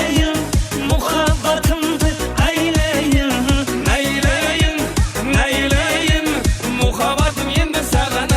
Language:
Kara-Kalpak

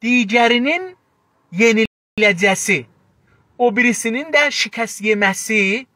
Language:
South Azerbaijani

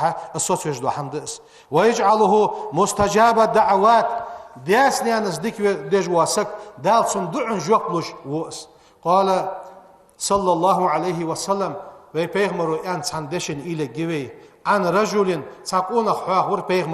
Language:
Ingush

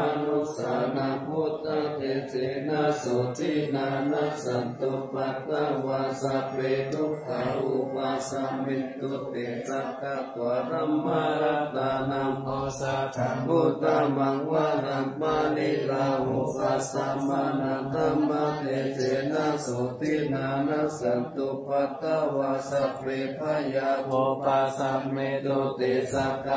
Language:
Pali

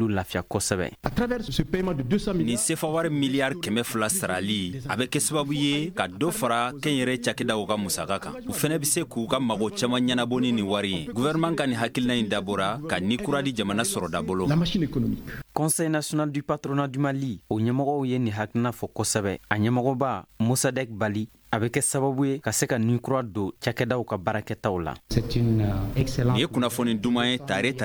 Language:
Bambara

